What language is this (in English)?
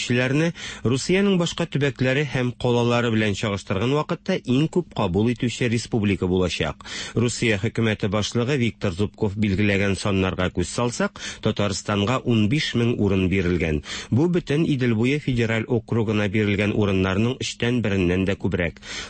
Tatar